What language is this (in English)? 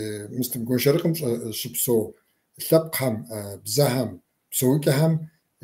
Kabardian